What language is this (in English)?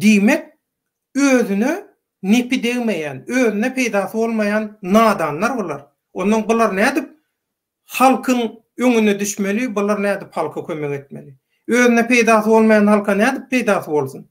Turkmen